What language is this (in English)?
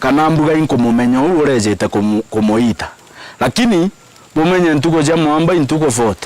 Meru